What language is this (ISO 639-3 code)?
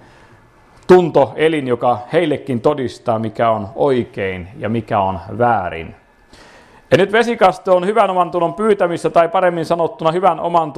fin